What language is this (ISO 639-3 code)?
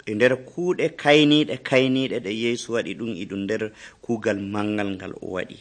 fuv